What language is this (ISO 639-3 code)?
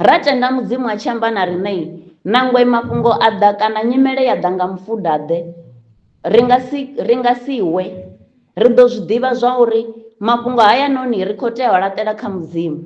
ven